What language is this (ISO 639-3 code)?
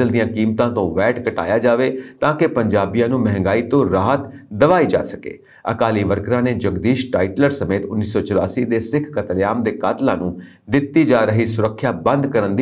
pan